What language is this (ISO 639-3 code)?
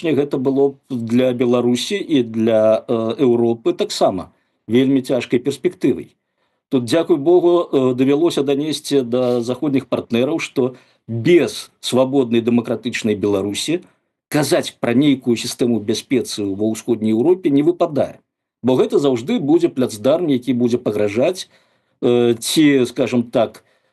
bel